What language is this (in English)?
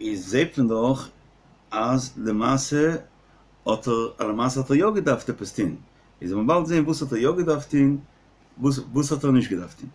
Yiddish